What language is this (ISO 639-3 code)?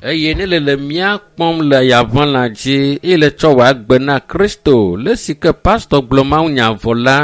ewe